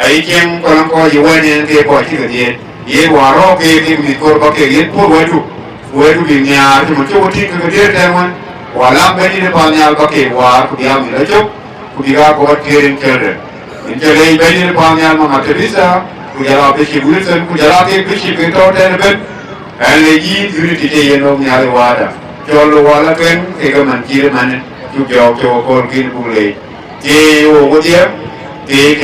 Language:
Dinka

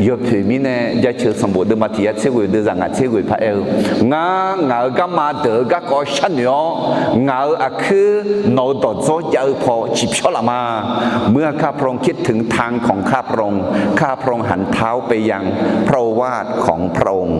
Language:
Akha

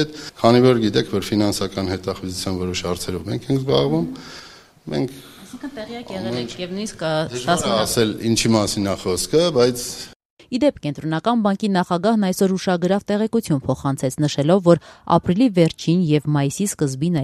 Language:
Armenian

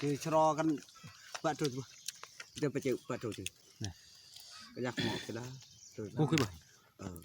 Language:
Eastern Bru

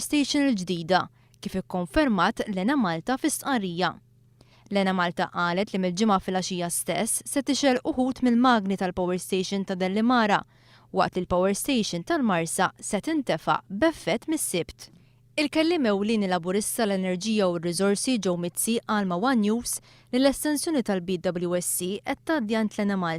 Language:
Maltese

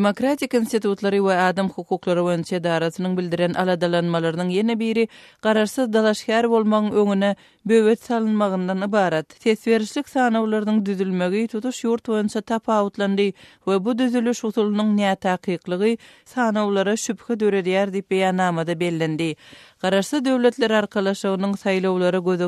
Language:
Turkmen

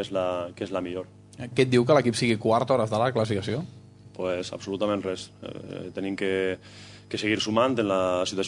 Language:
Catalan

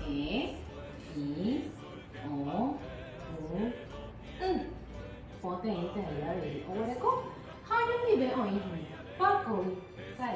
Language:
Guarani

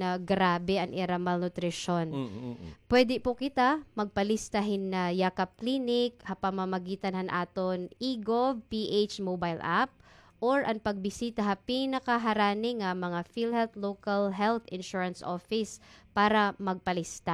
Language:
Waray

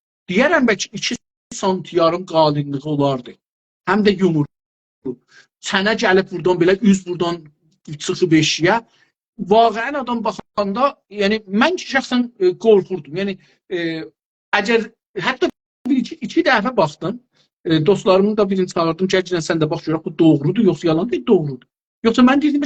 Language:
South Azerbaijani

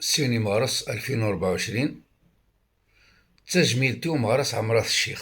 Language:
Kabyle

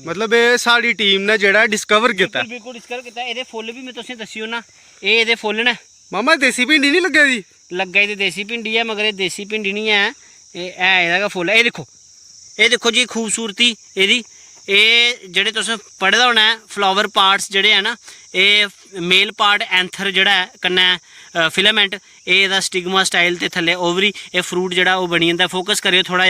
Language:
Dogri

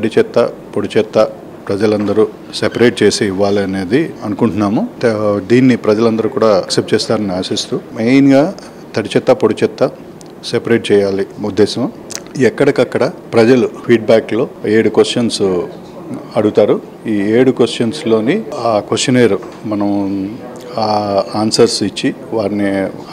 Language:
Telugu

